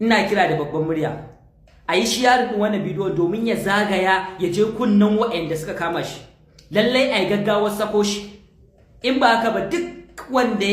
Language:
Hausa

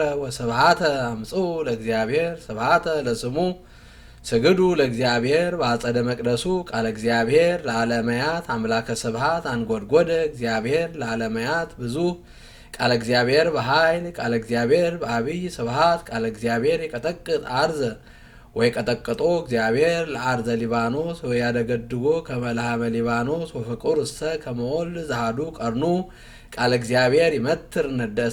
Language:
Geez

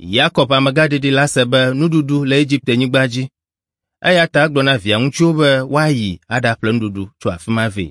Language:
Ewe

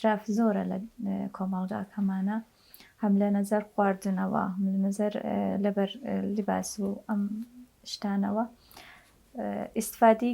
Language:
Central Kurdish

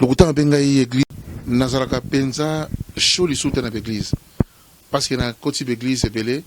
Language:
Lingala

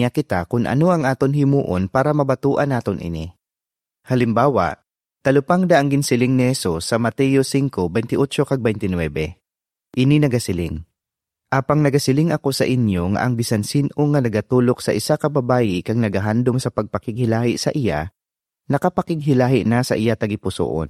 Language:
Hiligaynon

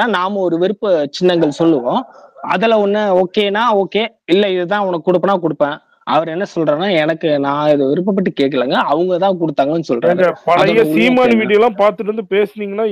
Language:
Tamil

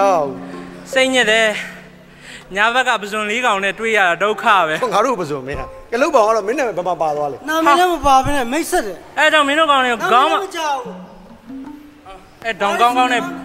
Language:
Burmese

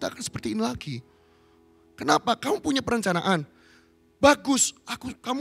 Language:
Indonesian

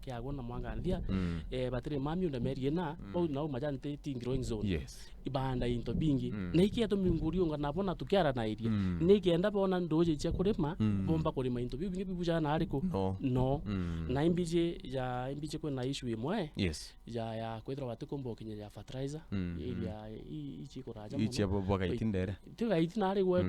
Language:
Meru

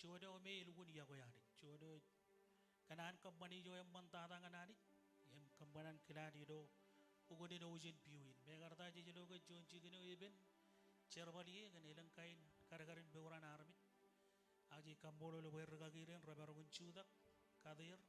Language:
Marshallese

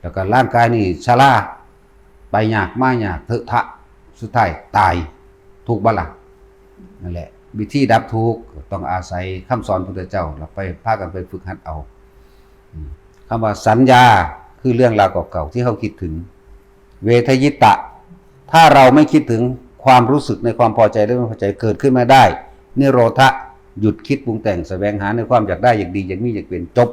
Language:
Northeastern Thai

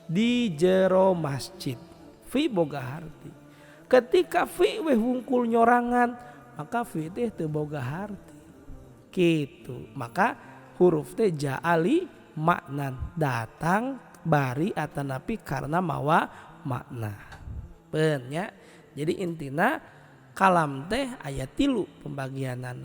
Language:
Sundanese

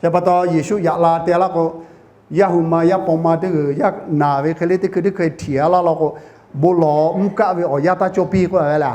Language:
Lahu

